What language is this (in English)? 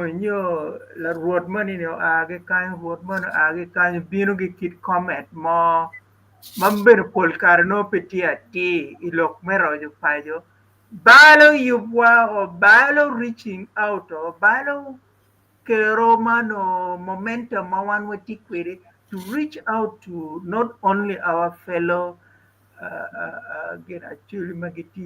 Acoli